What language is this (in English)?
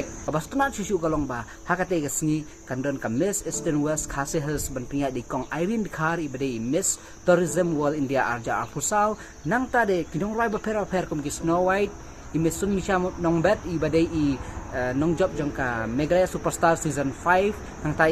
Khasi